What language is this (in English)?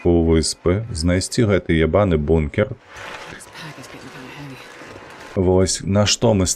Belarusian